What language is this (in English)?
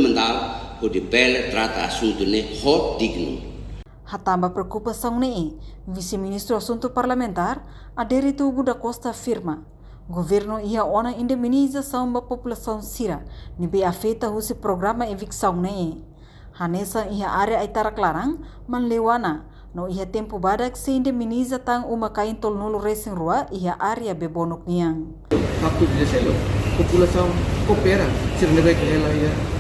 Tetum